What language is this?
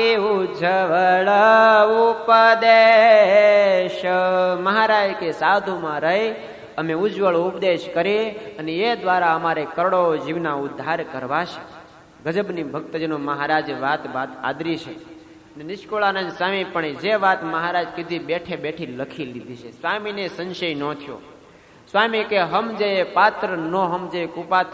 Gujarati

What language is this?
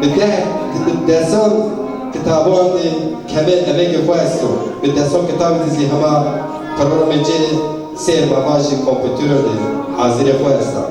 Zaza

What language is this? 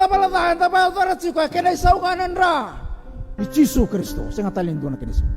Fijian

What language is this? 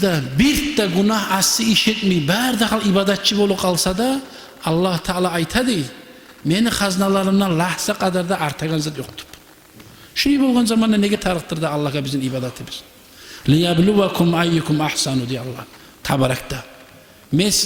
Kumyk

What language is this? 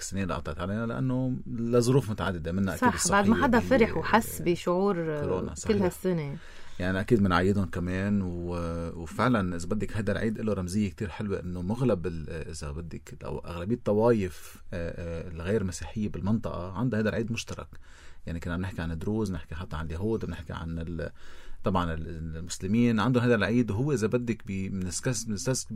North Levantine Arabic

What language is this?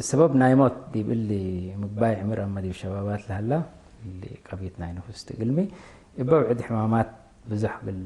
Tigre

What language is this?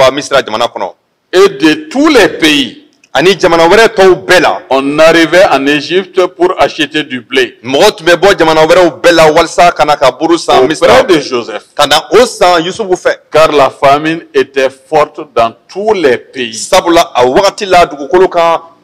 Bambara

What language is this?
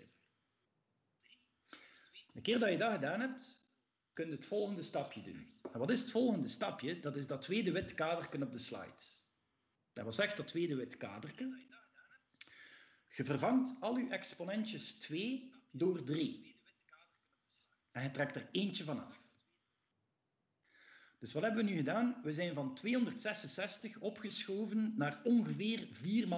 Dutch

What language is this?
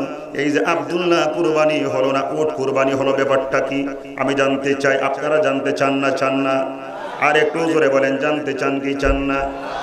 Bangla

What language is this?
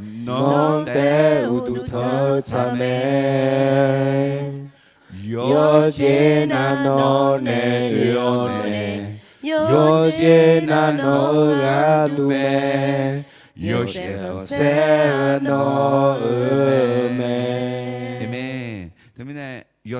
Akha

